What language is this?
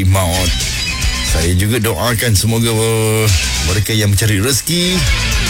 Malay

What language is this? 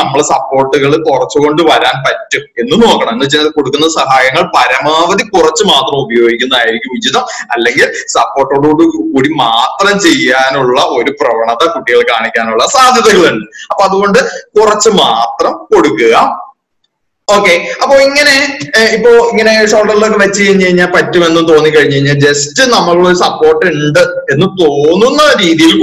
Malayalam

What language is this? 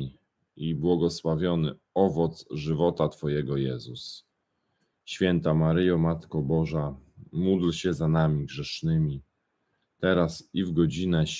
Polish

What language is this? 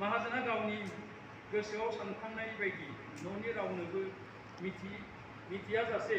Bodo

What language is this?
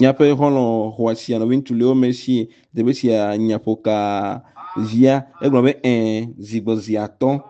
Ewe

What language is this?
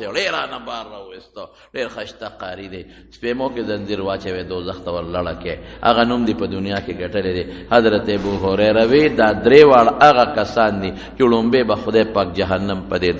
Pashto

